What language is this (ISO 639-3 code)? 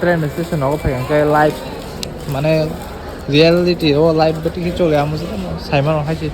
trp